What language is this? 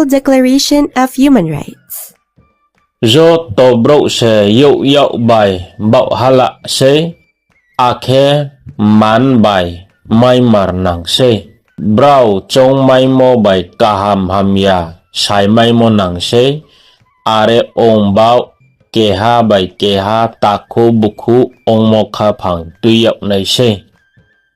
Riang (India)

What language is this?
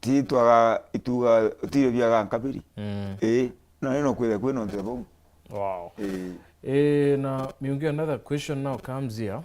Meru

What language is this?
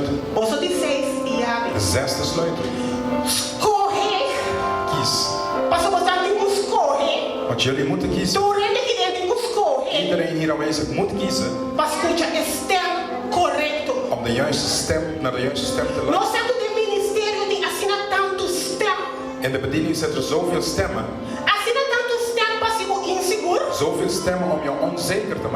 Papiamento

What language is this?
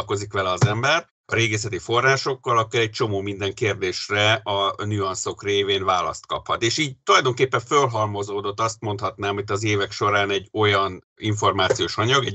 Hungarian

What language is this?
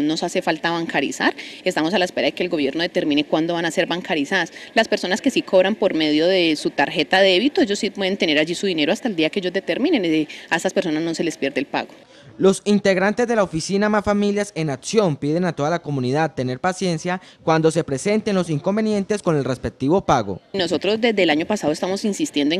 Spanish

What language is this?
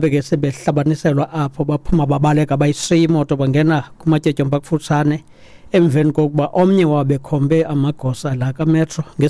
Xhosa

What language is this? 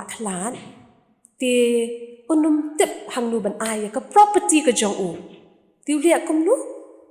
Khasi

